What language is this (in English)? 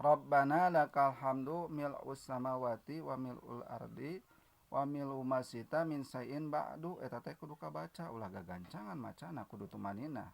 Sundanese